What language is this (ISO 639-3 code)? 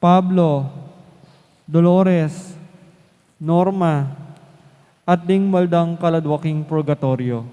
pam